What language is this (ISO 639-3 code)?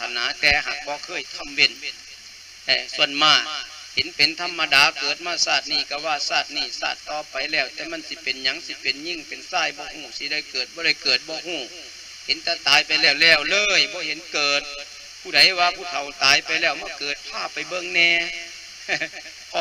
lao